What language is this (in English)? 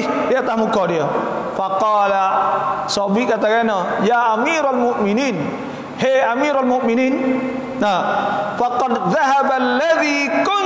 Malay